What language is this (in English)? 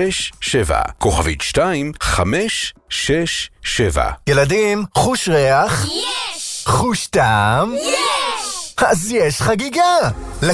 Hebrew